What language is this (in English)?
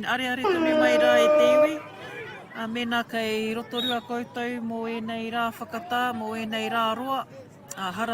Māori